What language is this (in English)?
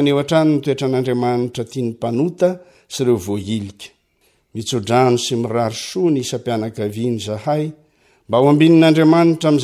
Malagasy